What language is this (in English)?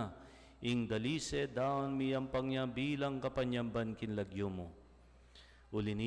Pampanga